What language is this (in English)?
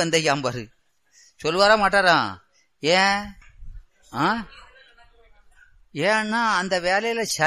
Tamil